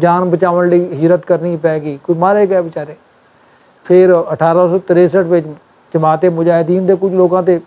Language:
Western Panjabi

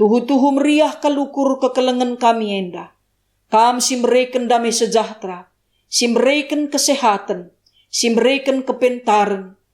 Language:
Batak Karo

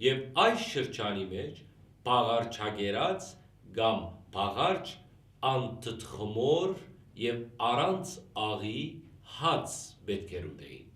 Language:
Western Armenian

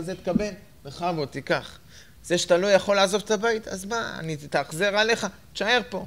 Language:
Hebrew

